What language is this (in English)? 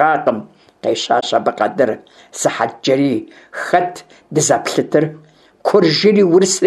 Kabardian